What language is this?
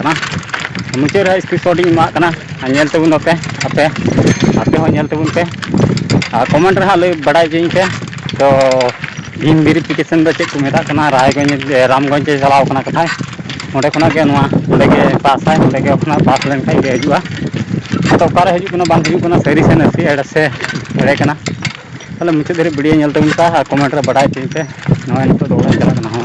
Santali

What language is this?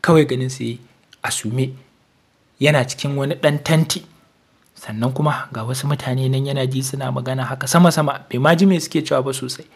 Hausa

